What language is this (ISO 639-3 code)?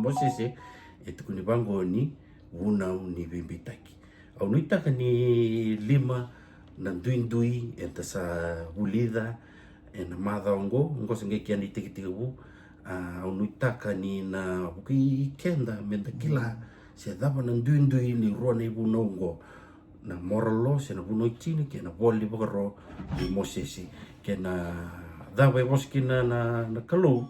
fij